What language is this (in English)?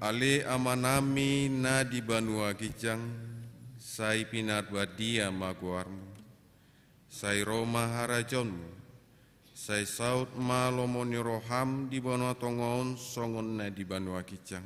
Batak Toba